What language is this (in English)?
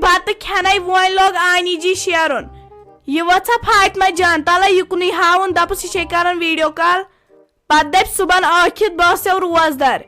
Kashmiri